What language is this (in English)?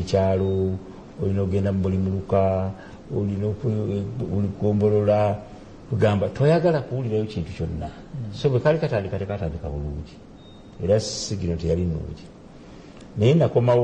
Ganda